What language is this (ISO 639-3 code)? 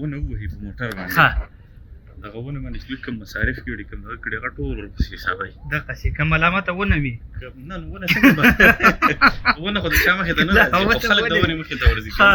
pus